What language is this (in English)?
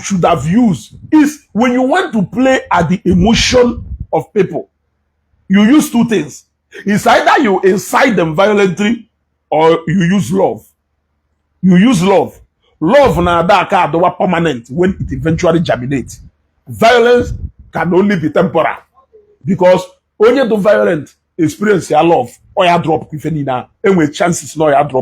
Igbo